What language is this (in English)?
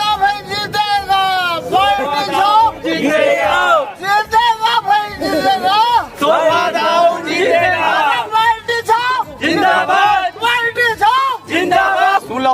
Chhattisgarhi